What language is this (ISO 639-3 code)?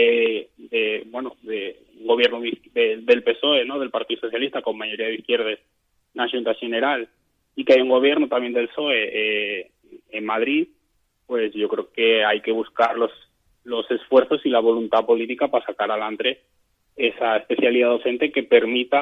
ast